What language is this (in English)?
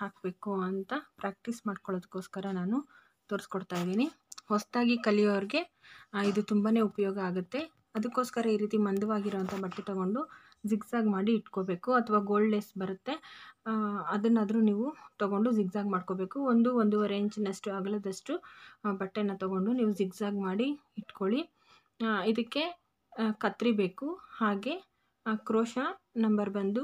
Kannada